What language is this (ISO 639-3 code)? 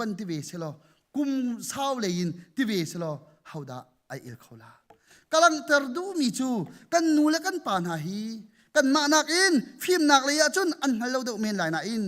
cnh